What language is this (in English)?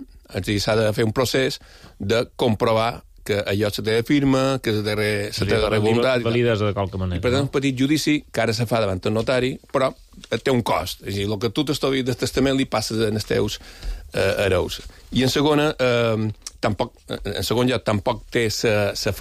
Catalan